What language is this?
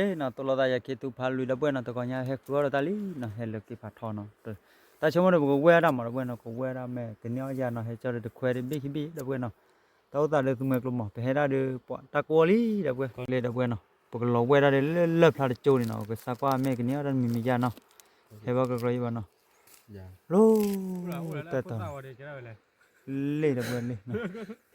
S'gaw Karen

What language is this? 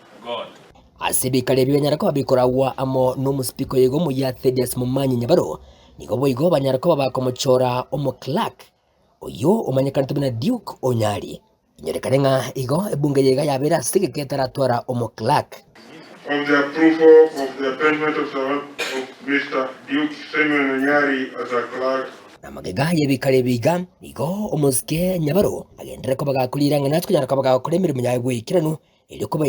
Gusii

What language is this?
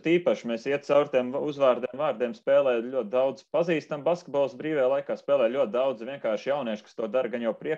Latvian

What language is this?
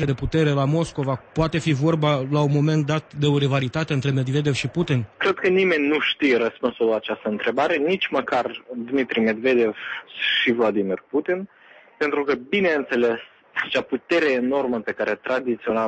Romanian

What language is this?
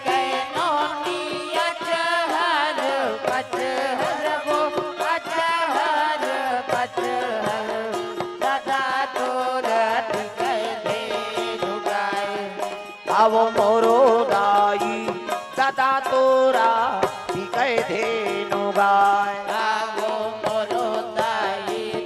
Chhattisgarhi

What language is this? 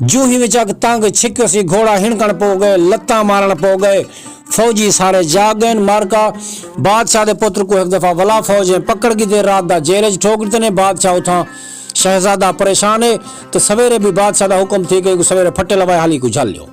Saraiki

